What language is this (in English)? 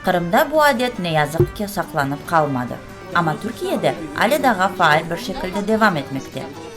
Crimean Tatar